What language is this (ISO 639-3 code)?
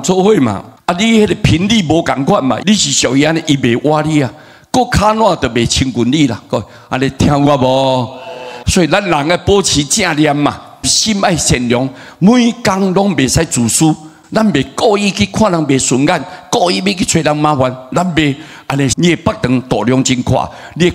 nan